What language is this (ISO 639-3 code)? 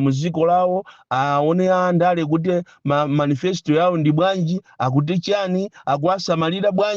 nya